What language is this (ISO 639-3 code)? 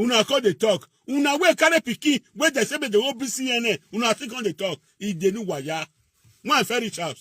pcm